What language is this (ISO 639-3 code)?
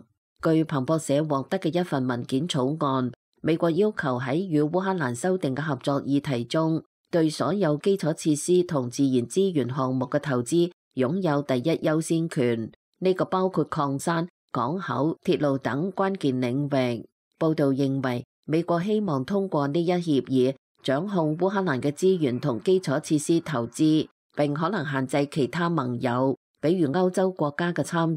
yue